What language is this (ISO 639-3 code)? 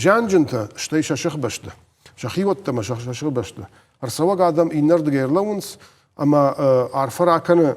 oss